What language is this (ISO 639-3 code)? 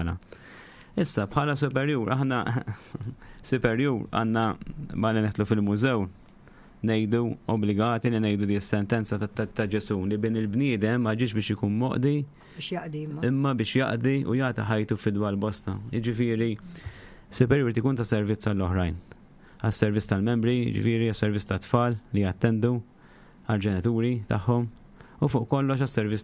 mlt